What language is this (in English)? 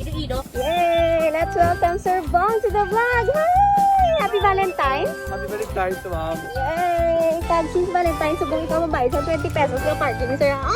Hiligaynon